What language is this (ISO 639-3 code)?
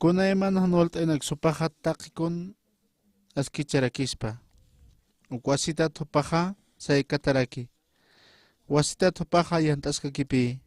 aym